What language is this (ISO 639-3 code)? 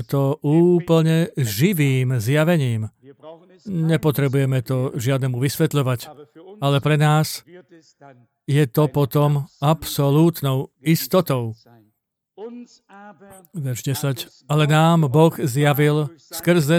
slk